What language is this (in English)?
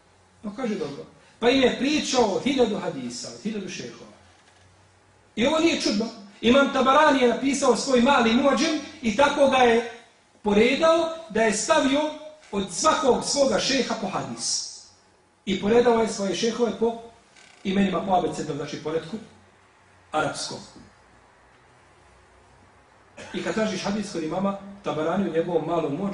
Bosnian